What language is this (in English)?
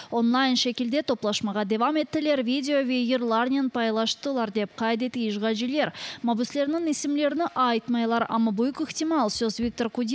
Crimean Tatar